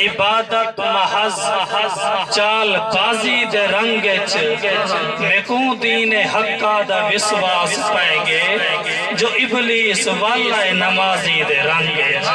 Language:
Saraiki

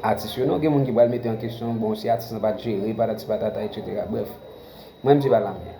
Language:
Haitian Creole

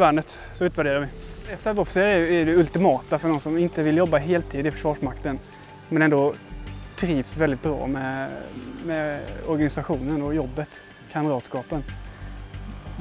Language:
Swedish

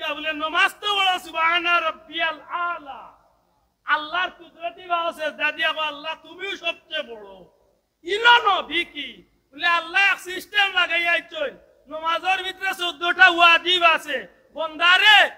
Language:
Sylheti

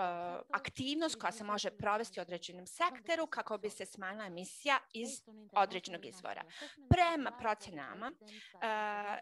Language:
Croatian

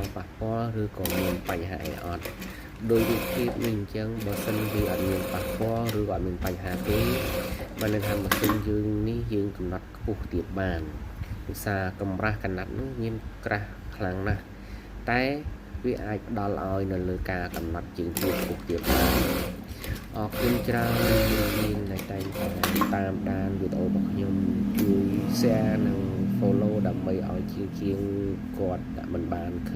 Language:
Khmer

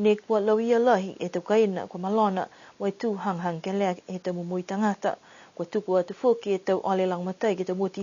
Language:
Niuean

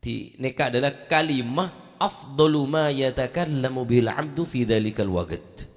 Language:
Madurese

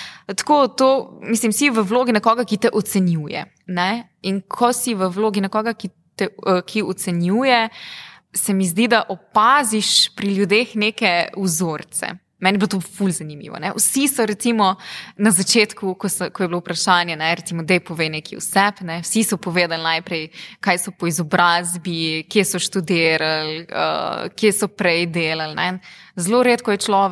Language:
Slovenian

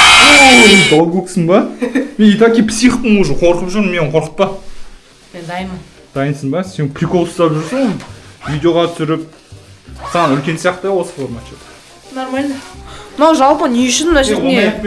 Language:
Kazakh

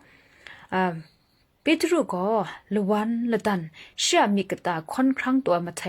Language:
Kachin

